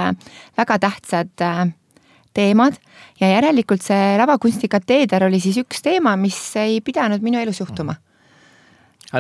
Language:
Estonian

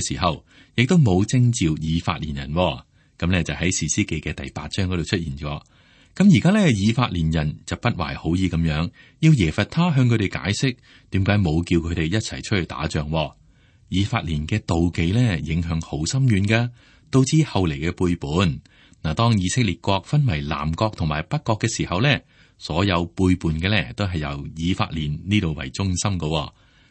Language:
Cantonese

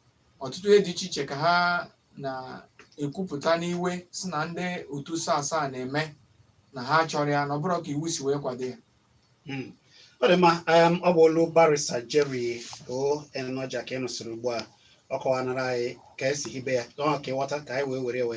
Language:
Igbo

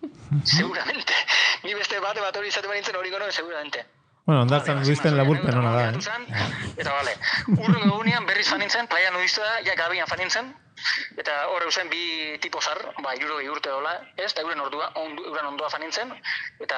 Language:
Basque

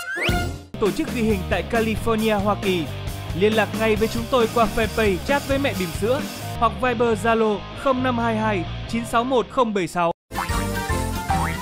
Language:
Vietnamese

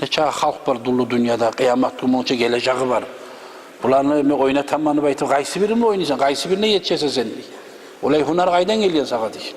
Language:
Kumyk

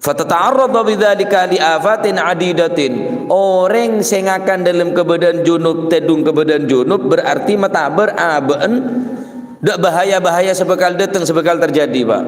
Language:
Madurese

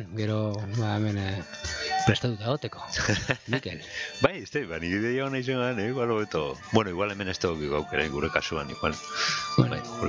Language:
Basque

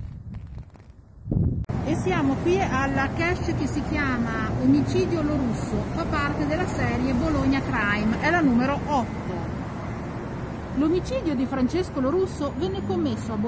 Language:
Italian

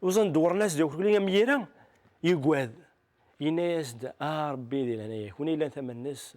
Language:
Kabyle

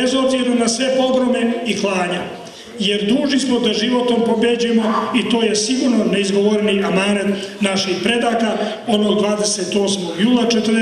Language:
Serbian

